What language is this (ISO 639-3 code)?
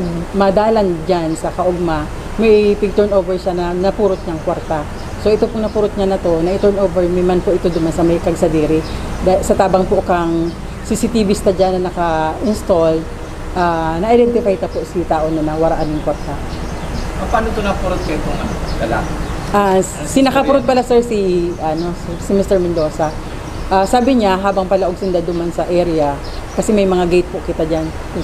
bik